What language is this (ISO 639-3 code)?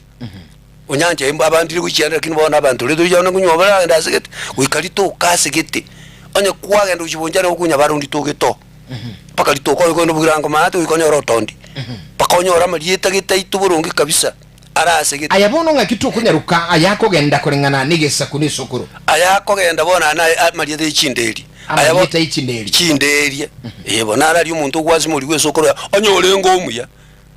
guz